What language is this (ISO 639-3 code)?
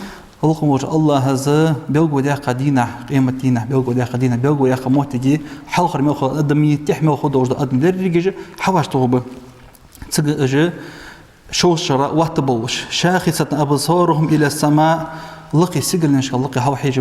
inh